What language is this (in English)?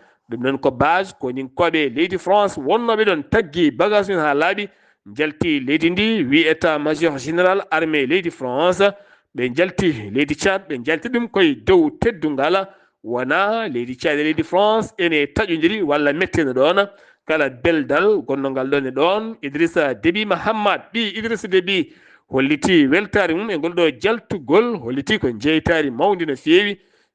Fula